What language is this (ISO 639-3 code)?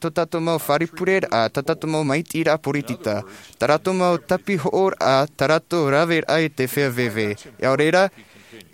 tah